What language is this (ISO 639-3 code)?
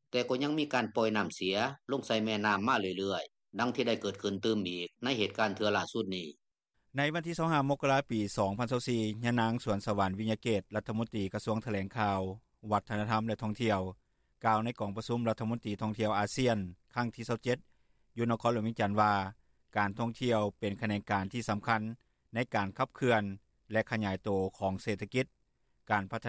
lao